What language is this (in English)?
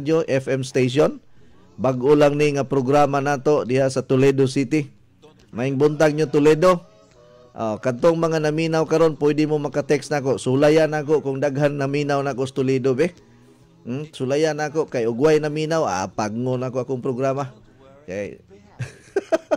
Cebuano